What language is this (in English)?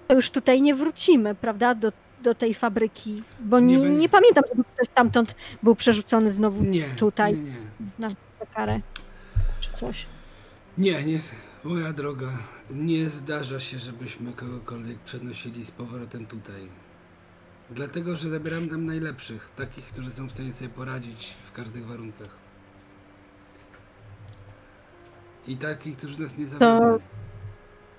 Polish